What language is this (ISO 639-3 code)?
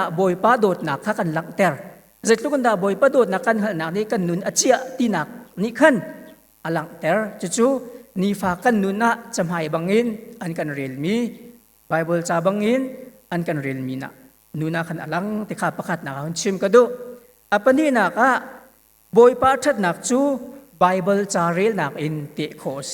cnh